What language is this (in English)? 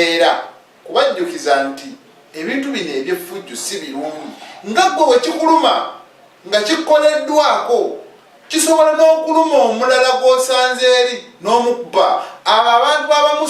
Ganda